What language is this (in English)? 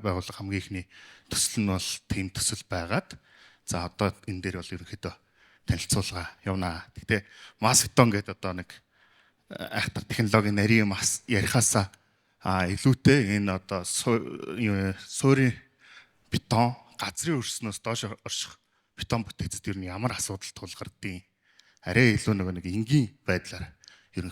Mongolian